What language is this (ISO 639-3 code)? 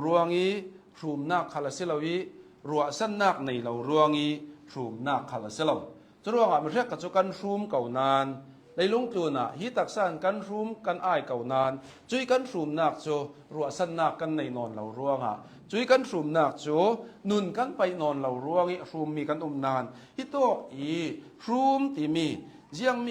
cnh